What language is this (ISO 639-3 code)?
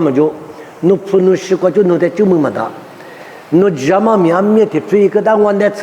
lis